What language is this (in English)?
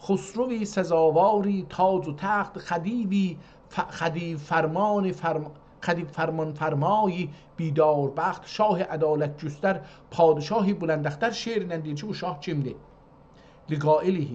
South Azerbaijani